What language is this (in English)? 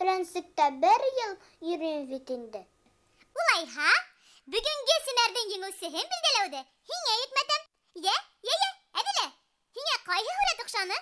Bashkir